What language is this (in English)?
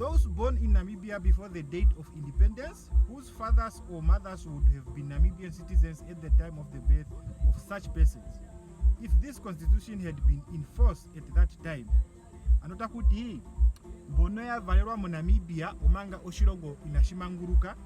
Ndonga